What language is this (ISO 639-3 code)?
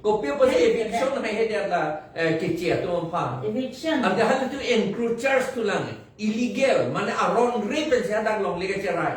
mjw